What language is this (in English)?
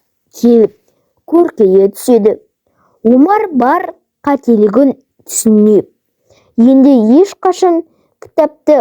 Kazakh